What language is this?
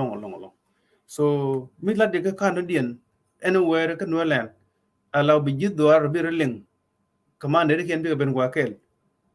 Nuer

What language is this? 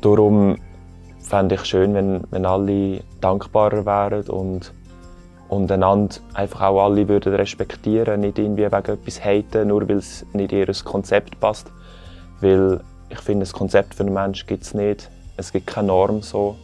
Swiss German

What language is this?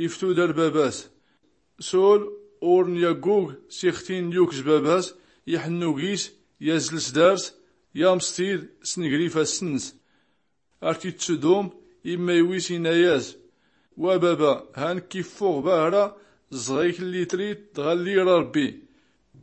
Tachelhit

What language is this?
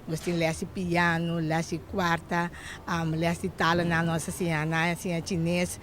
Papiamento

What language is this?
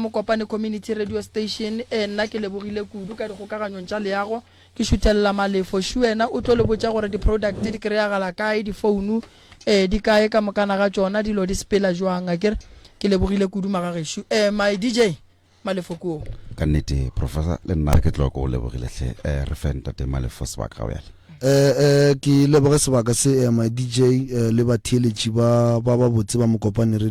Northern Sotho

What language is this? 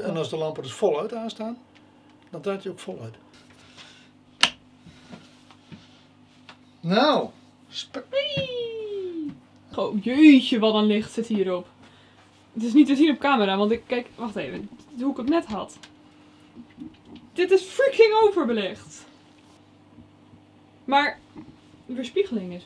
Dutch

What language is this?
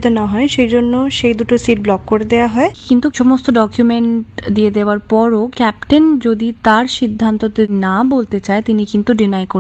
Bangla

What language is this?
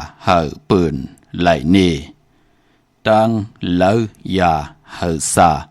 Shan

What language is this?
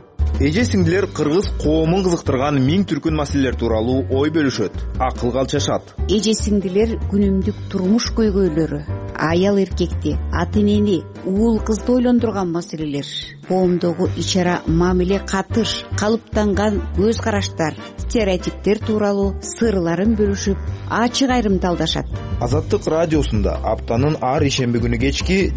Kyrgyz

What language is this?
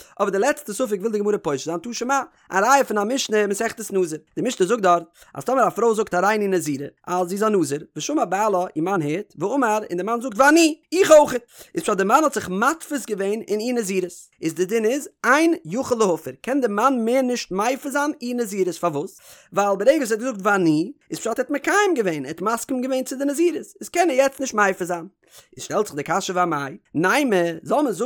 Yiddish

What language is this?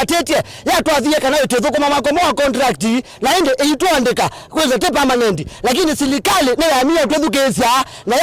Kamba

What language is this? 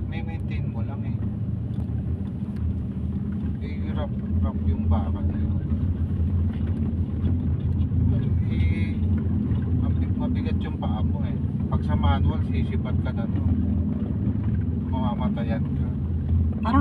Filipino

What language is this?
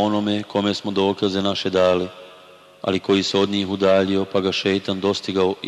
Bosnian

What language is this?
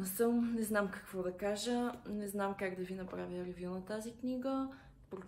Bulgarian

